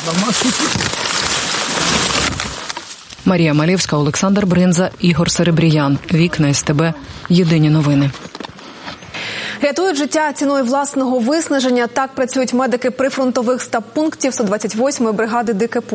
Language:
Ukrainian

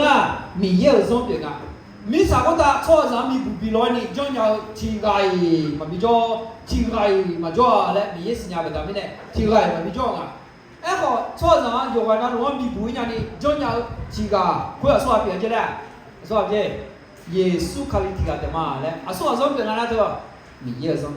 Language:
Akha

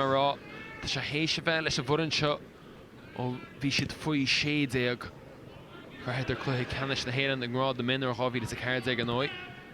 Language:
Irish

